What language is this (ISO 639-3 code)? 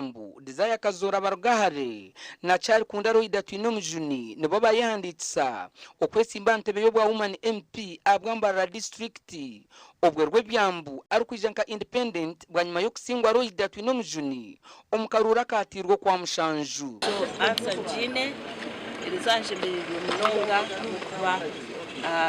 nyn